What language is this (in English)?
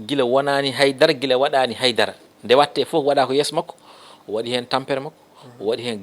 Fula